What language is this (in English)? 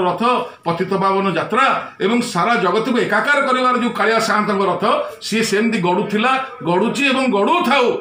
Odia